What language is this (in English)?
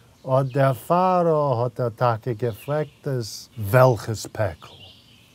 Yiddish